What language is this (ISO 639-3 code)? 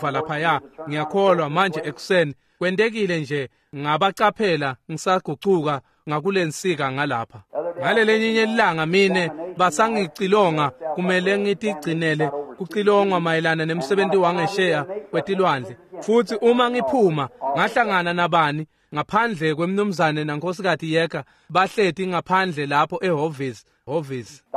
ssw